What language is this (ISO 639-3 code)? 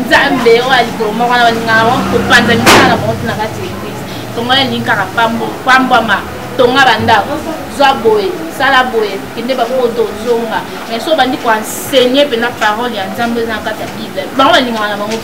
lin